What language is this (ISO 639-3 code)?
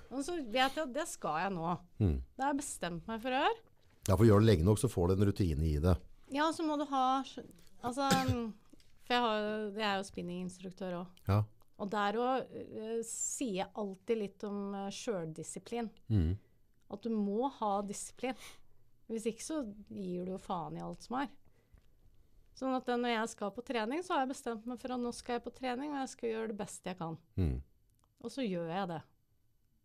nor